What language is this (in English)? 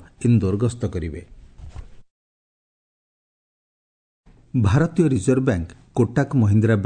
Odia